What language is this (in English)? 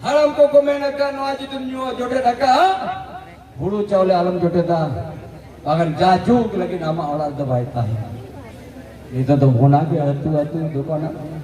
Santali